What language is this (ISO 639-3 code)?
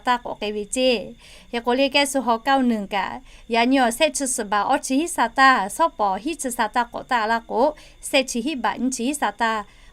lhu